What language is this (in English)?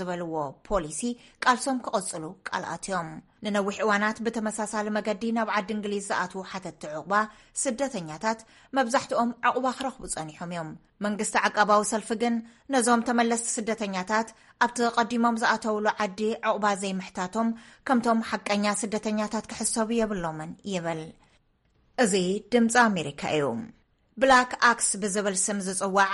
Tigrinya